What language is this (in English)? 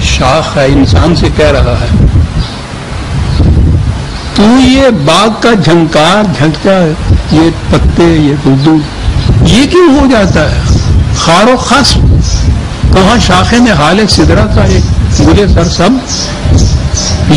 Urdu